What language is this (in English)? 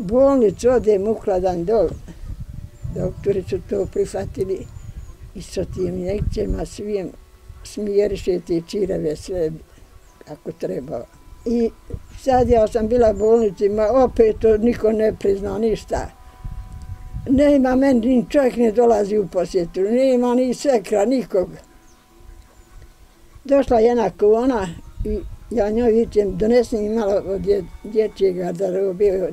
Bosnian